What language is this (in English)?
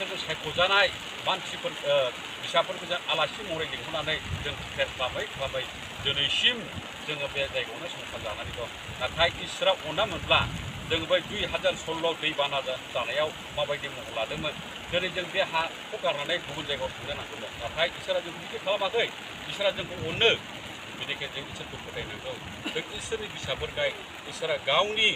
Bodo